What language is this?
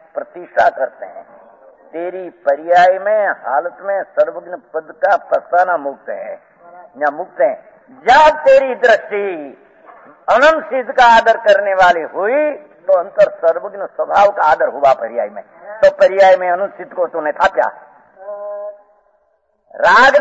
Hindi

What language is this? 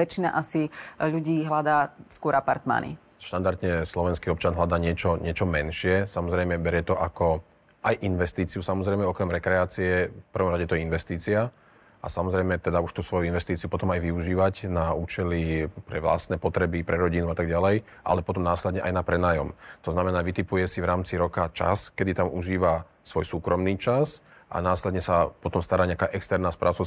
Slovak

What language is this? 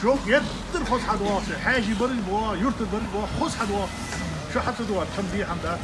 Ingush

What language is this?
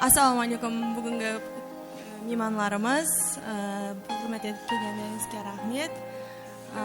Kara-Kalpak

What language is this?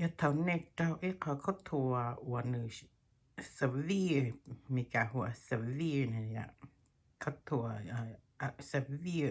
Hmong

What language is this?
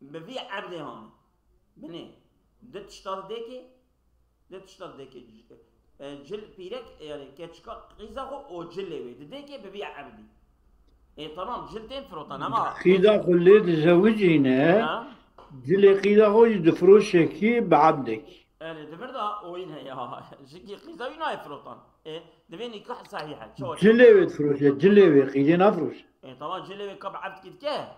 Kurdish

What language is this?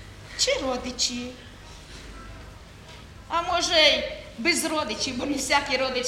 Ukrainian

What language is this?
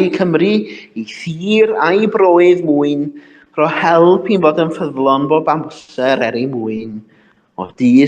Welsh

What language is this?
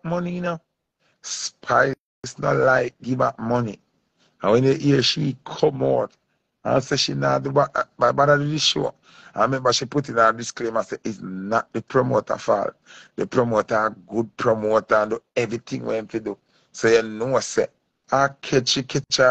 Jamaican Creole English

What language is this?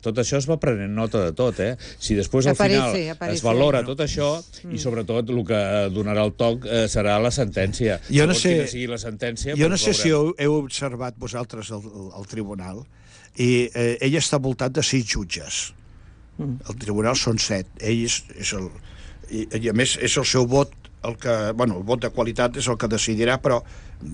Catalan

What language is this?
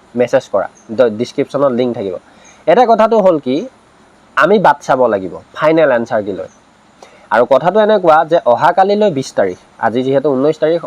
Assamese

